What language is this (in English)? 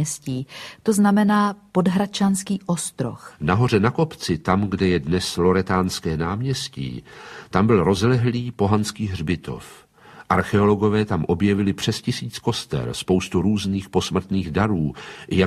Czech